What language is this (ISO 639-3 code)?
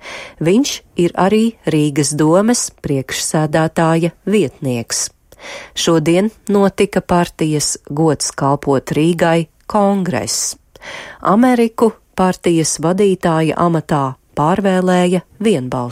lav